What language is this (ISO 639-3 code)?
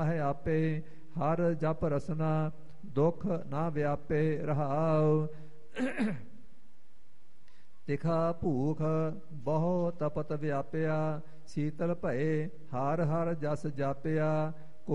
pan